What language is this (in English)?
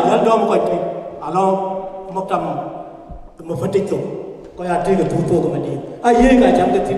Dinka